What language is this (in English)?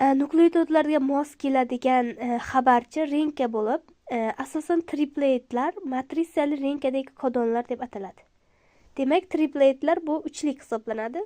Uzbek